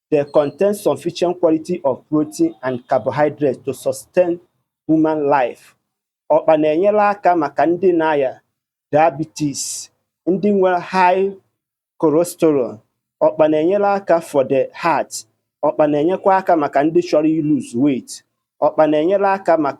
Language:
Igbo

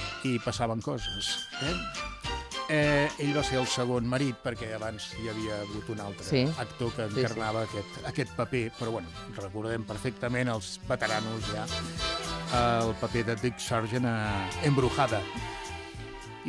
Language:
Catalan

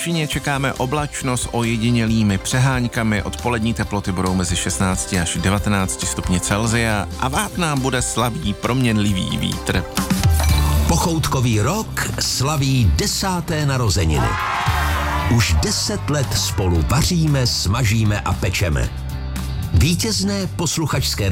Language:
Czech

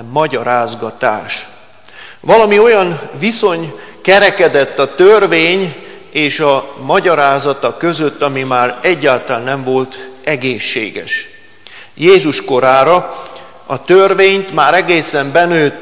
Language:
Hungarian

